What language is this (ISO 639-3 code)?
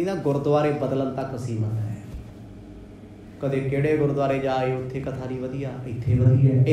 pan